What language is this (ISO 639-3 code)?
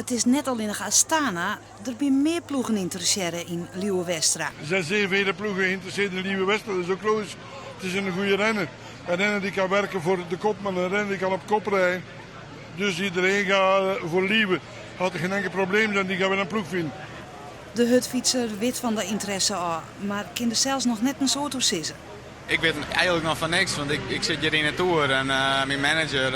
fry